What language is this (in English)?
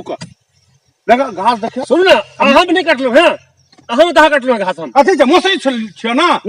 Maithili